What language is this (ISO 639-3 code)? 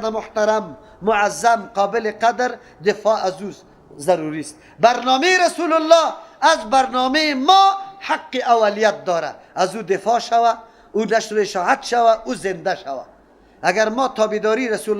fas